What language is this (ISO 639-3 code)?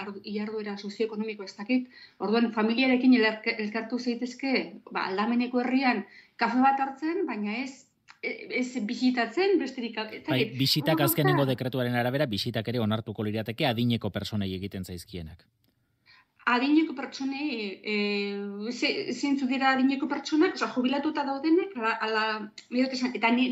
eus